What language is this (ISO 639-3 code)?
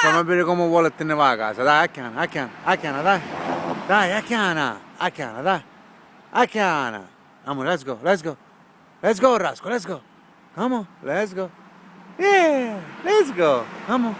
scn